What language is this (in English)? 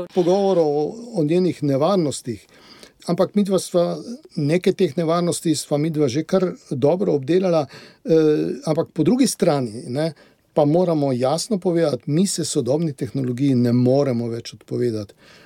Slovenian